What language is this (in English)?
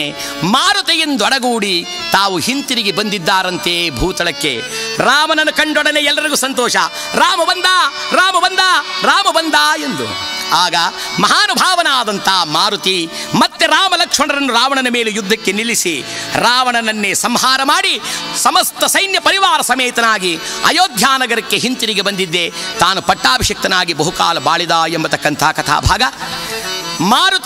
Kannada